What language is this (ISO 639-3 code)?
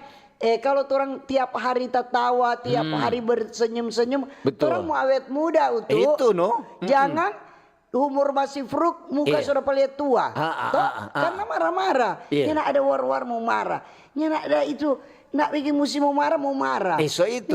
xmm